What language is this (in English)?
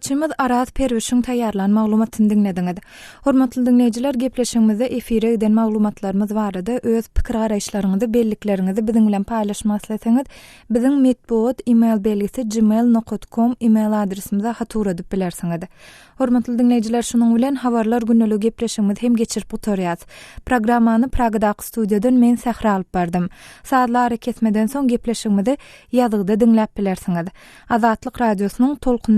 Turkmen